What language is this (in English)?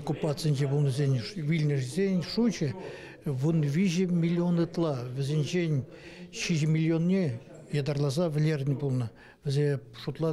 Chuvash